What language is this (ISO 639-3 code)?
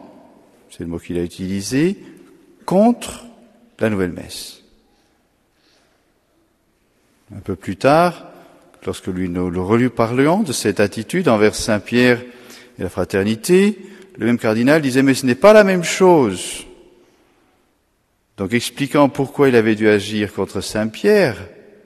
fra